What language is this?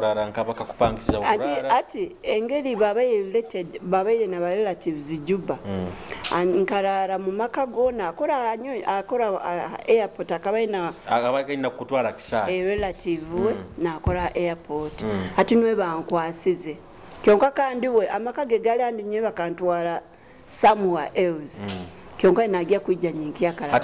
Nyoro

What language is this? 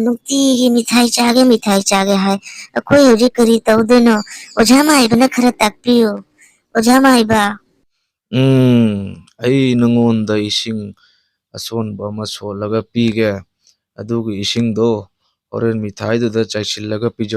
Manipuri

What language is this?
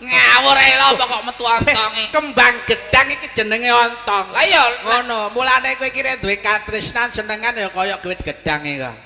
Javanese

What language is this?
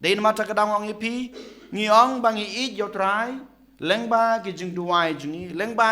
Khasi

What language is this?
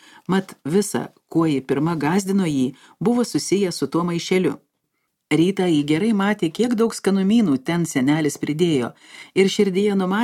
Lithuanian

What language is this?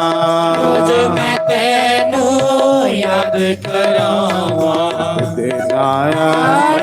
Dogri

